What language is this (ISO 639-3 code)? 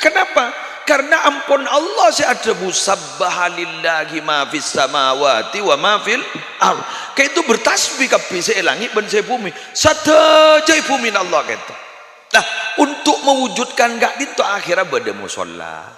mad